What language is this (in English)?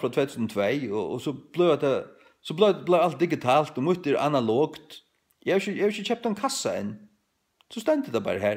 Faroese